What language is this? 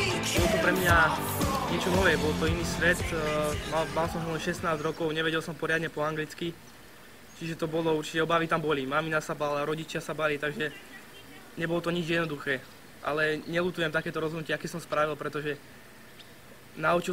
Slovak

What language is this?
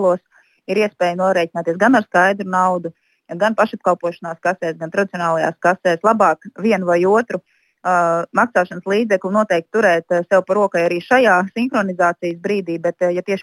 Latvian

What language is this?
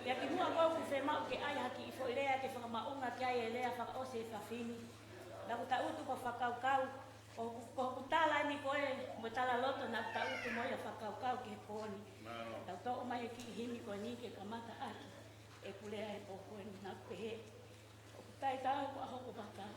Tongan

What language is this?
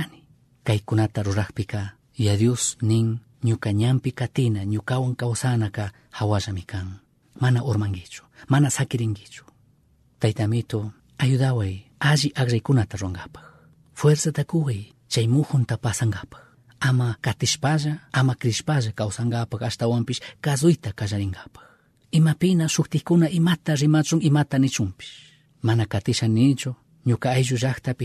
Chimborazo Highland Quichua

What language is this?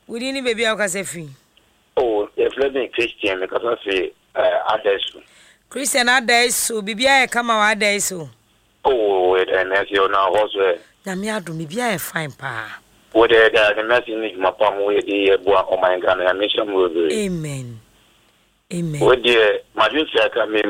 Akan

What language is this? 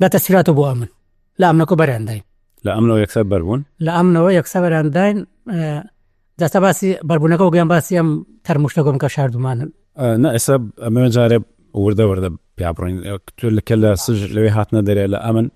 Central Kurdish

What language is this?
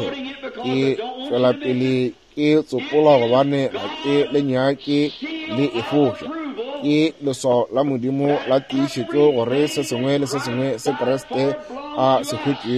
Northern Sotho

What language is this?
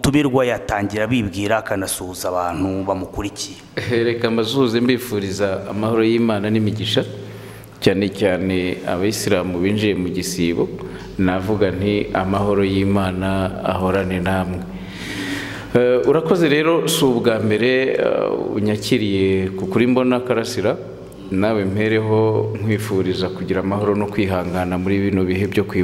Kinyarwanda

